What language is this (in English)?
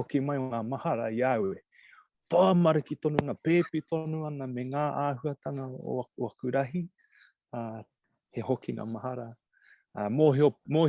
Māori